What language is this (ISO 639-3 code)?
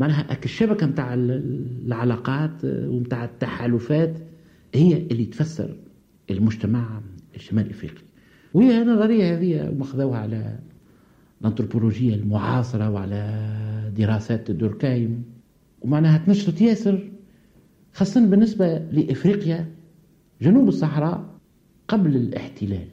aeb